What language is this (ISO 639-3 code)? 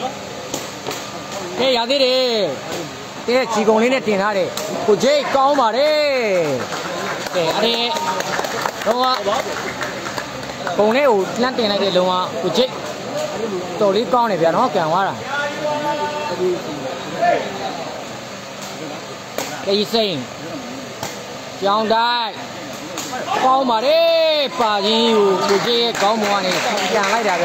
mya